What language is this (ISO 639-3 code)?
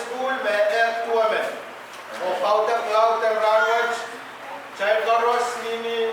pon